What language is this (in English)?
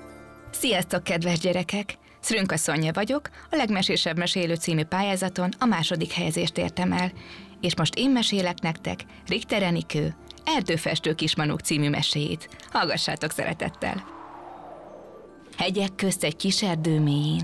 Hungarian